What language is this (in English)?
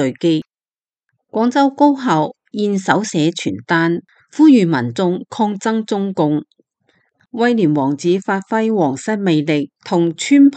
Cantonese